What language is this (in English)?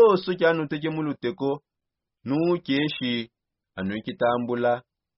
Songe